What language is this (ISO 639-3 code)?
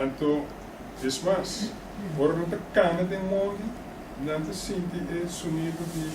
pap